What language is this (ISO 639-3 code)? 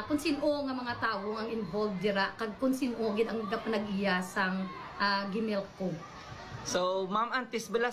hil